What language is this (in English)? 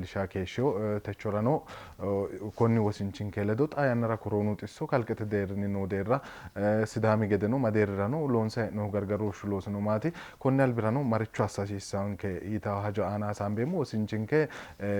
Sidamo